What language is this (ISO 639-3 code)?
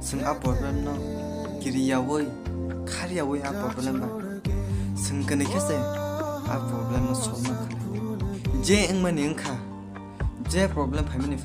trp